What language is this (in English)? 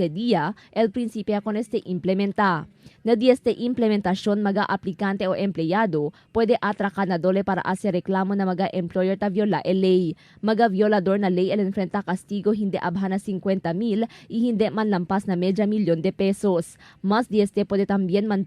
Chavacano